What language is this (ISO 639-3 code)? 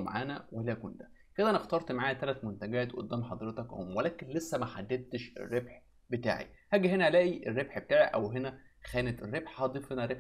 arz